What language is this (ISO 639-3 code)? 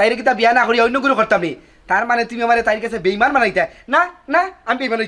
syl